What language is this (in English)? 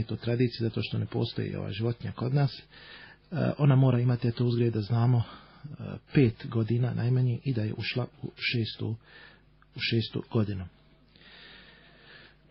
Bosnian